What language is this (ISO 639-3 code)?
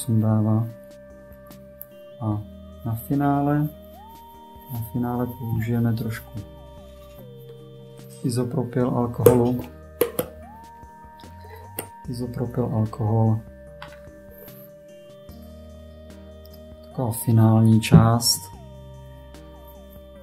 ces